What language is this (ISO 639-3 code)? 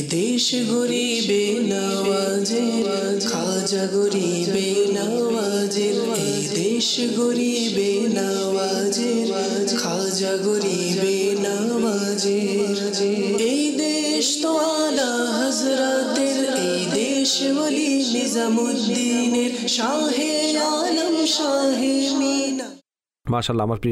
ben